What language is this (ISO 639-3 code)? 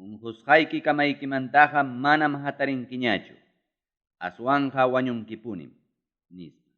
quy